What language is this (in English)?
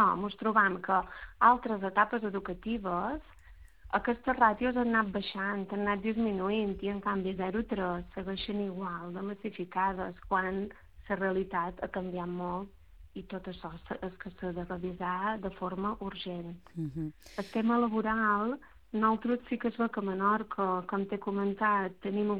Catalan